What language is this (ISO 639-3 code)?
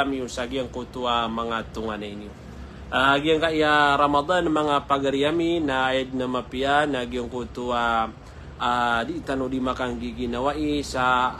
mrw